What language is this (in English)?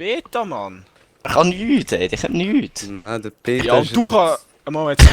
Swiss German